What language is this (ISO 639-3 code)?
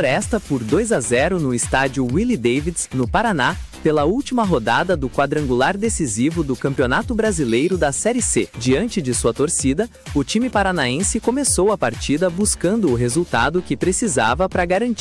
por